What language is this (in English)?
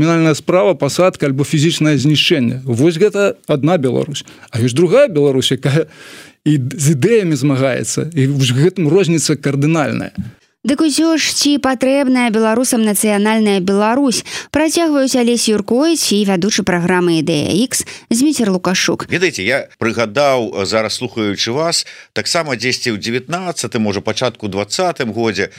Belarusian